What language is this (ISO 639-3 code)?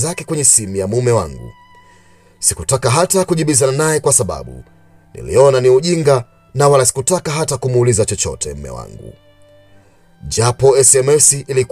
swa